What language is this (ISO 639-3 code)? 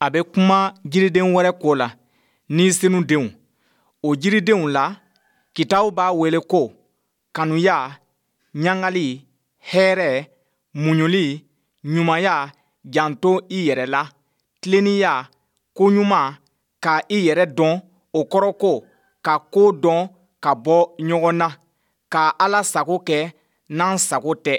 bam